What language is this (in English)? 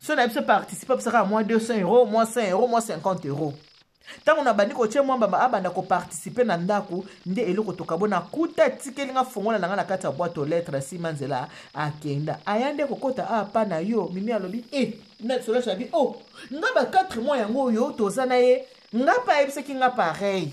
Lingala